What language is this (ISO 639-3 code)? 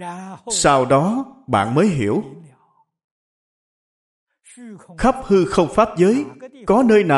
vie